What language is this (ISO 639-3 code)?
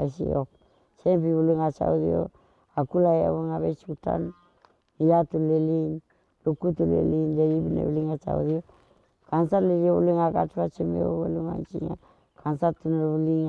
arn